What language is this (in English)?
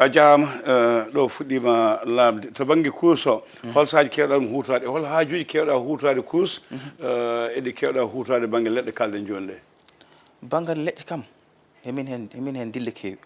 Fula